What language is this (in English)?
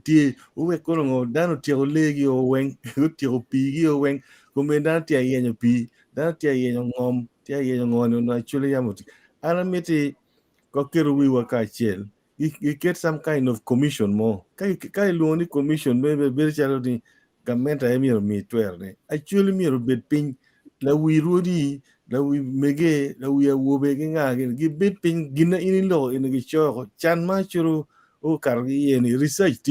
Acoli